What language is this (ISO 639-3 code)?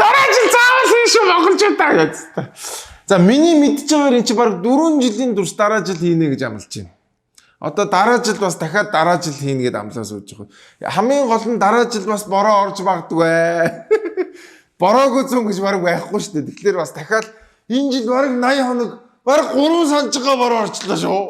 mon